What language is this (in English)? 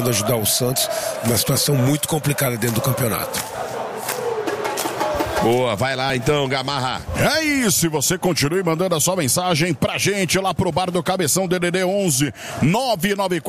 Portuguese